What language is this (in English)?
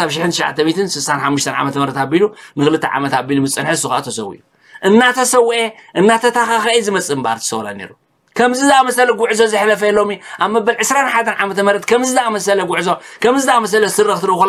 Tigrinya